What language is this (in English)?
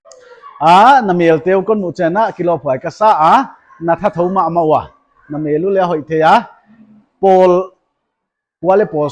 Paite Chin